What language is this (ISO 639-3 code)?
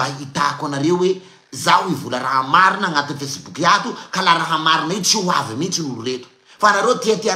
mlg